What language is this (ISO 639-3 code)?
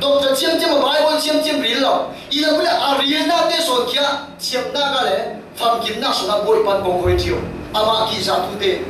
cfm